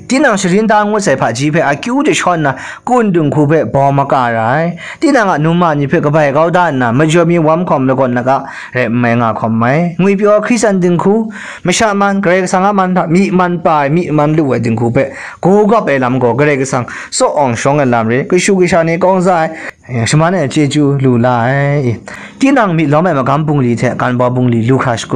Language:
Kachin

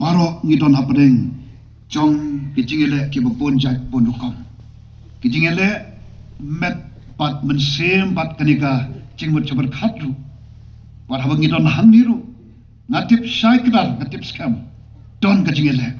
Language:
Khasi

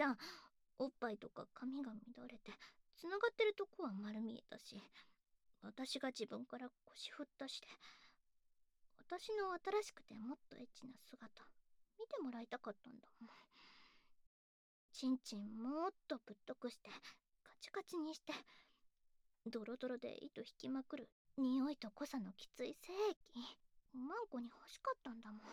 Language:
Japanese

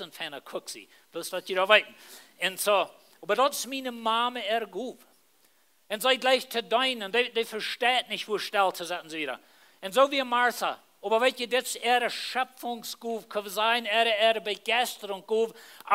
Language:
Plautdietsch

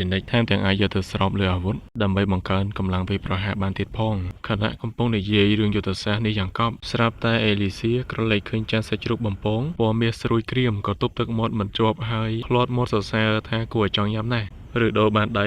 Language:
Khmer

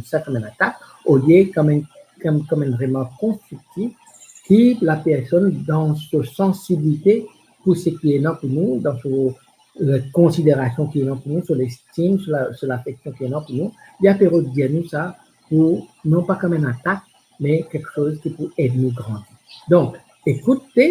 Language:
Morisyen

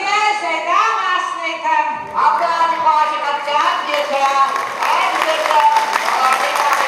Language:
Ossetic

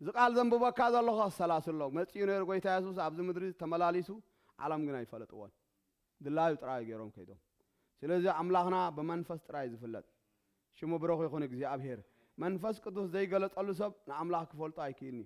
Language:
Tigrinya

